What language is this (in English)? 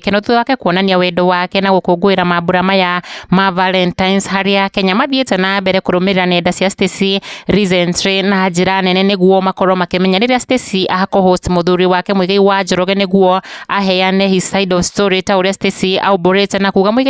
Kikuyu